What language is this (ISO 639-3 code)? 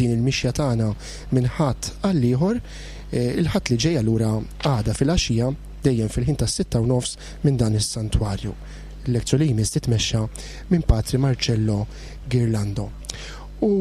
mlt